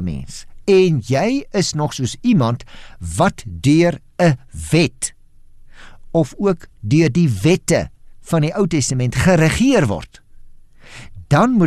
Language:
Afrikaans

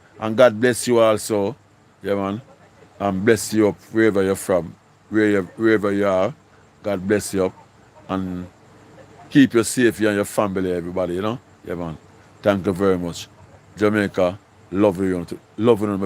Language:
Jamaican Creole English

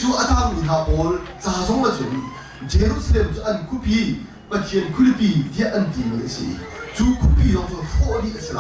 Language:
Hakha Chin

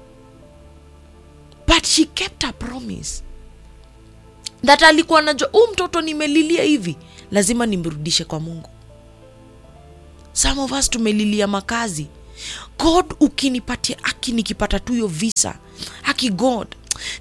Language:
Swahili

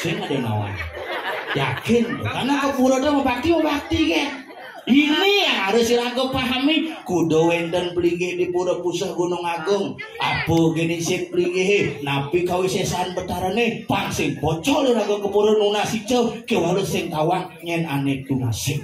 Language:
Balinese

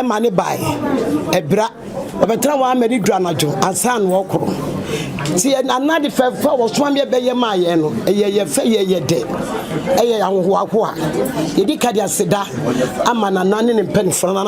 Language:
Akan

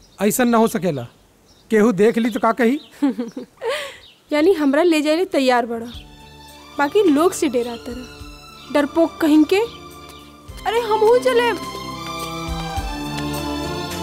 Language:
Bhojpuri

